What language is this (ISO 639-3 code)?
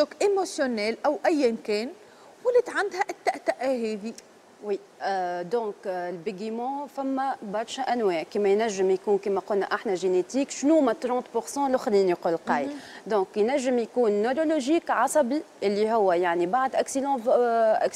aeb